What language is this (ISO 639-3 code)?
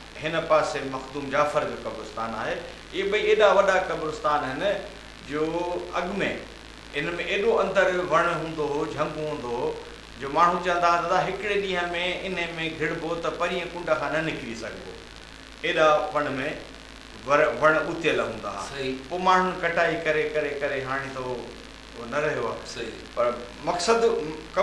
snd